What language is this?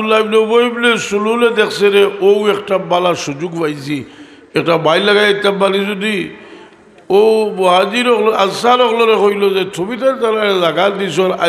Sylheti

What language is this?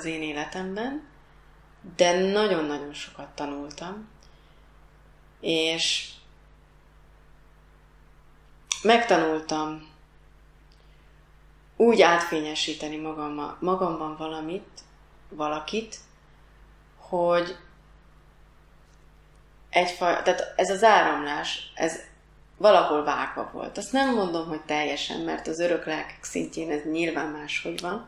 Hungarian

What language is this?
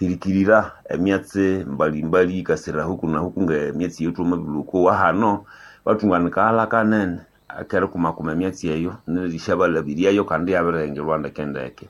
Nande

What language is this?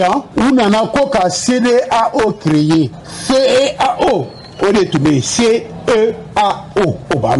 Bambara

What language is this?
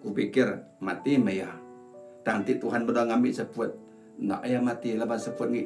Iban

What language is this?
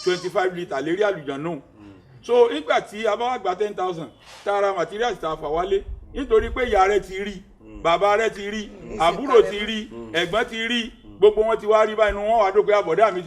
Yoruba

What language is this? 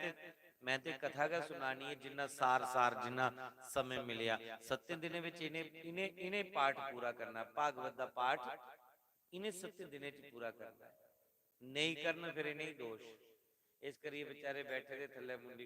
Dogri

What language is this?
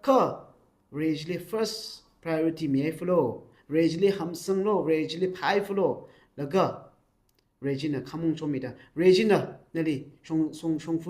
Tangkhul Naga (India)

